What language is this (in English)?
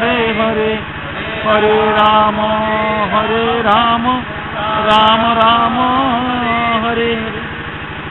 Odia